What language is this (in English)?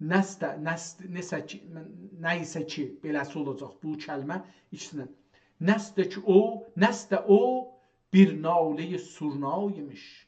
South Azerbaijani